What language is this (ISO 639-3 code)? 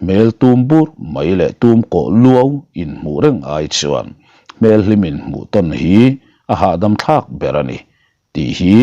lus